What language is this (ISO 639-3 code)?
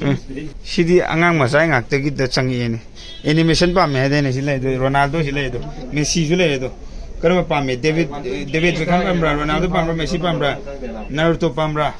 mni